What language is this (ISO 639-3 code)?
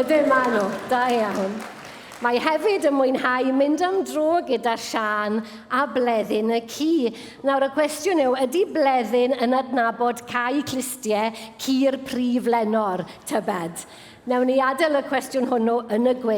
cym